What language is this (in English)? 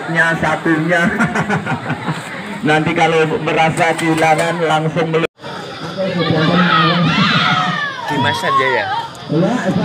Indonesian